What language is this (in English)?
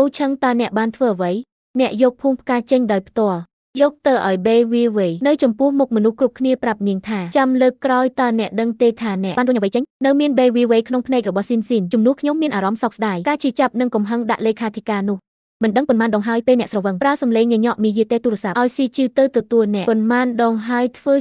Khmer